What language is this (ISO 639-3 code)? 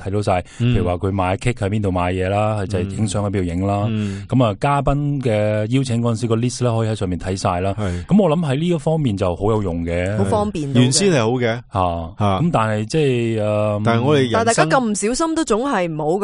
yue